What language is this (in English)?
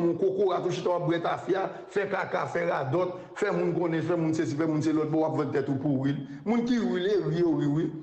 Haitian Creole